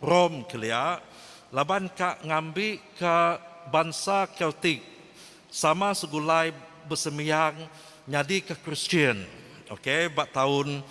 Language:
Iban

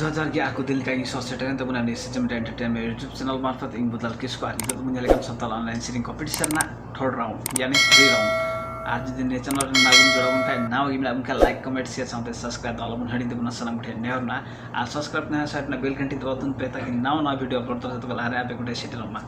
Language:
Santali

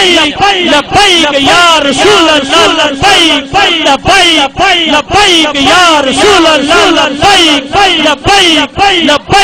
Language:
Saraiki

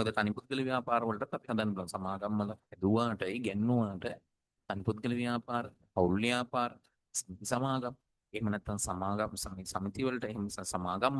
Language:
Sinhala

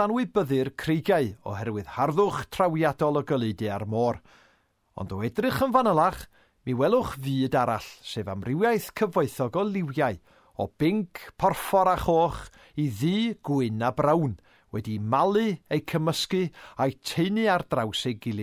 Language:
Welsh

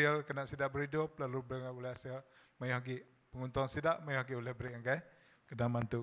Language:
Iban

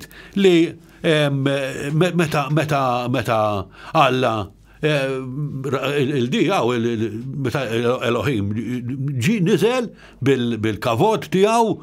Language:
Maltese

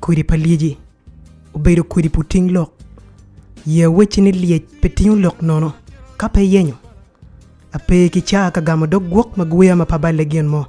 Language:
Acoli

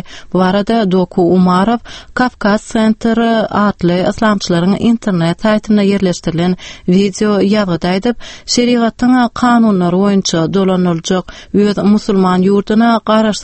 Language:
Turkmen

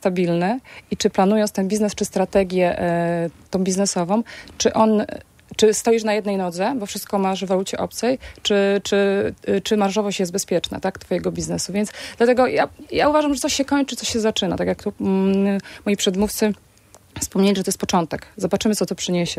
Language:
Polish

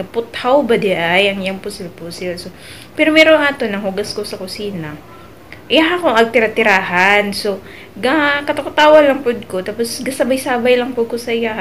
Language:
Cebuano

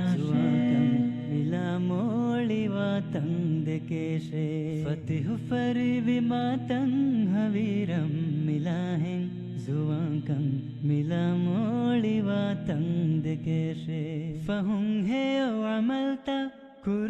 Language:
Divehi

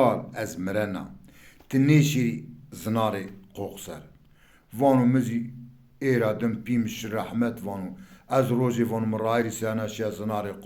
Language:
Zaza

